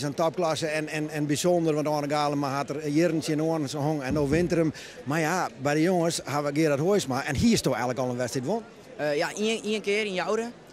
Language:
Western Frisian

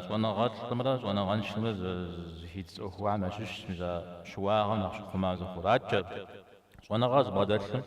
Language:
Kabardian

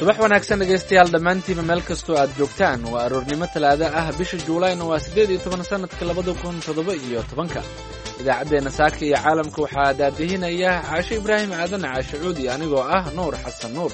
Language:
Somali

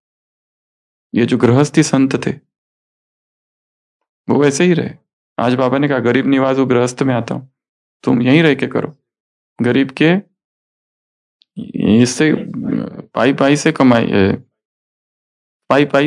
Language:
Hindi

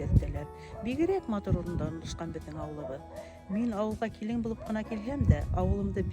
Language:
Bashkir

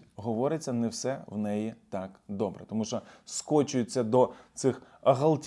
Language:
Ukrainian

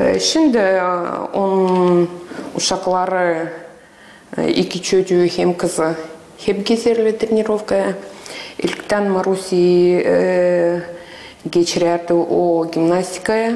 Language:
Gagauz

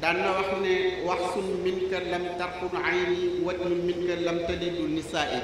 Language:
Wolof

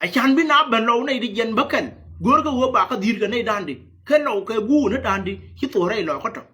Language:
Nuer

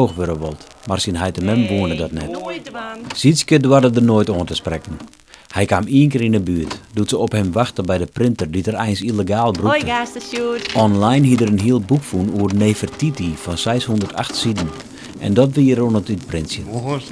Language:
Western Frisian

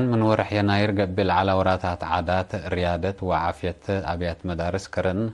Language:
Tigre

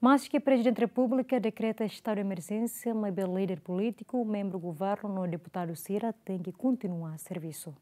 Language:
Tetum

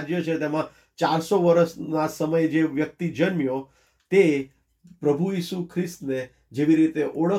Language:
Gujarati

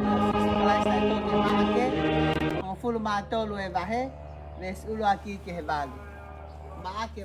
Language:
Tongan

